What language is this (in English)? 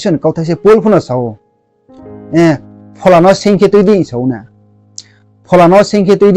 Riang (India)